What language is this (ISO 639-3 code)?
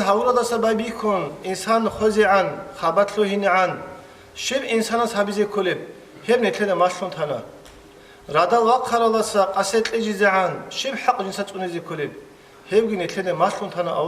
ava